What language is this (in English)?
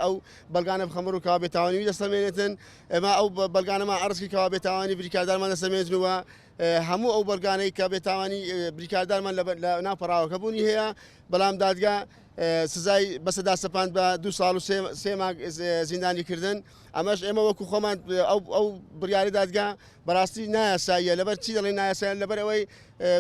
Central Kurdish